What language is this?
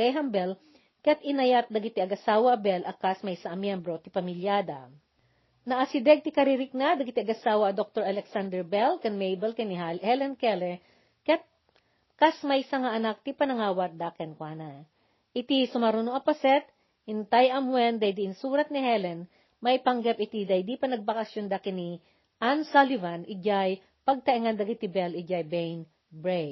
Iloko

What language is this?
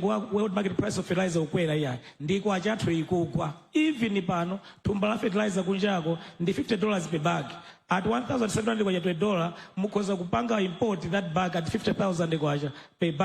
Nyanja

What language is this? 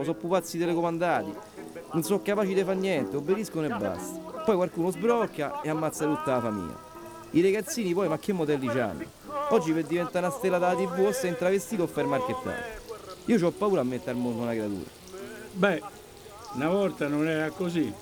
Italian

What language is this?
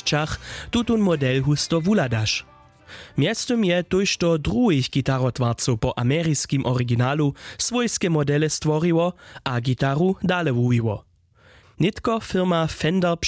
Upper Sorbian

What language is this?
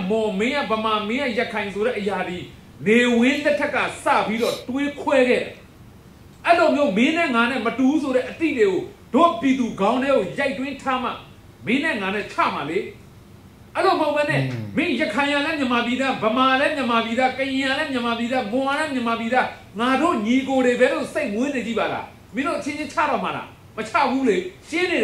Burmese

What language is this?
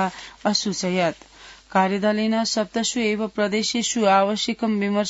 Sanskrit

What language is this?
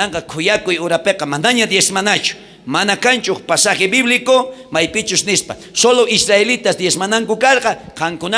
South Bolivian Quechua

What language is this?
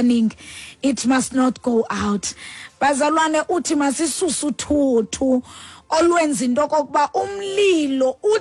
Xhosa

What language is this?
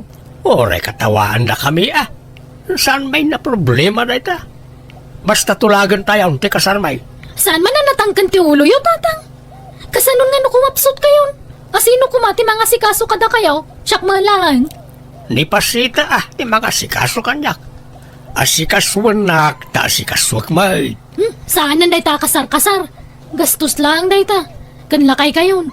Iloko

